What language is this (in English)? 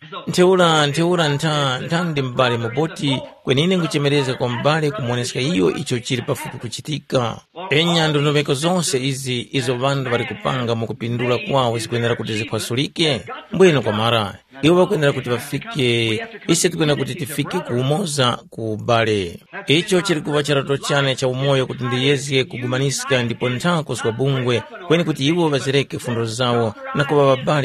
Tumbuka